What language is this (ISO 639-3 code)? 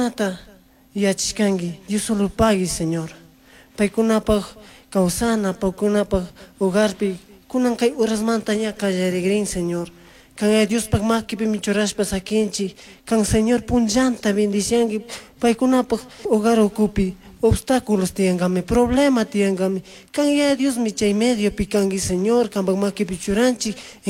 qug